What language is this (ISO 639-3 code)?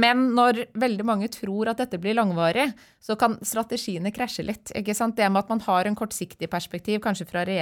nor